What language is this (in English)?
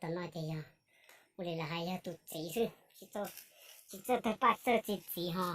Hmong